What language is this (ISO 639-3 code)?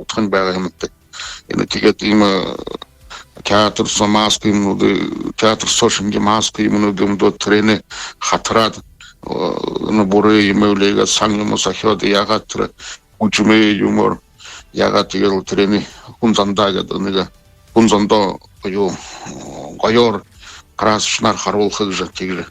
bua